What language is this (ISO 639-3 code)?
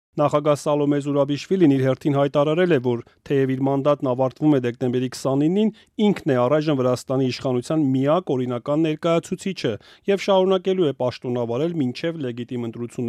hye